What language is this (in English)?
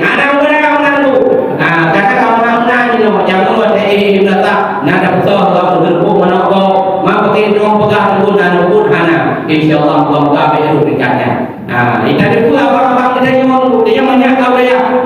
Achinese